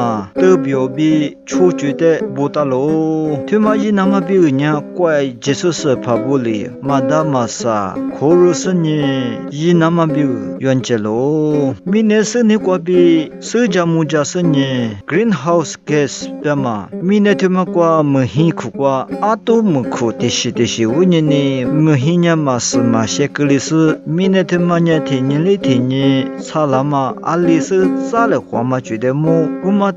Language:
Lisu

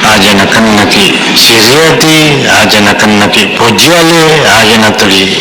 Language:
Buginese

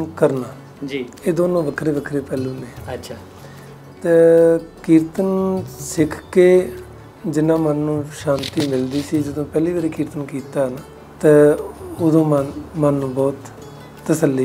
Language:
Punjabi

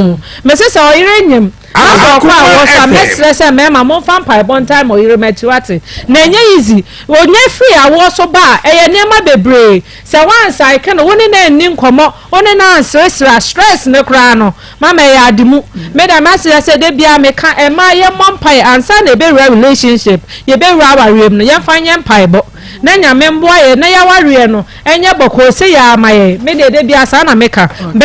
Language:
Akan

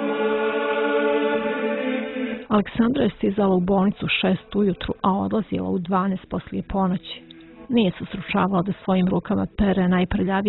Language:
Bosnian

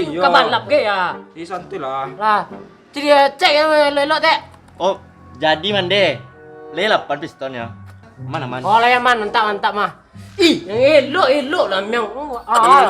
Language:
Minangkabau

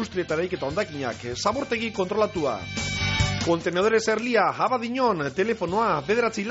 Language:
Basque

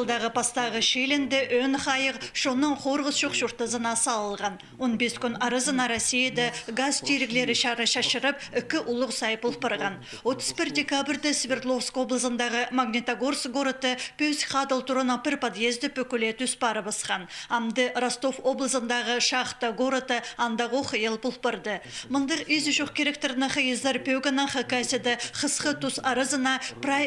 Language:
Khakas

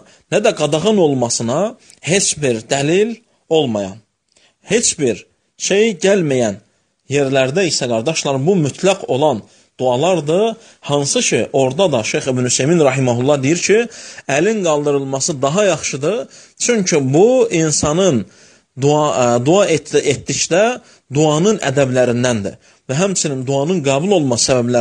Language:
Azerbaijani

